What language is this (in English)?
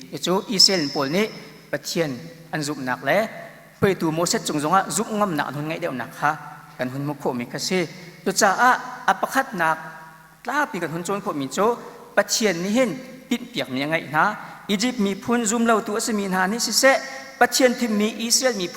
Hakha Chin